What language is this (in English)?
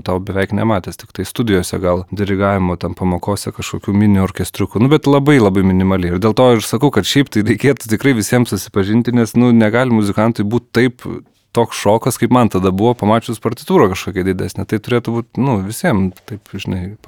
Lithuanian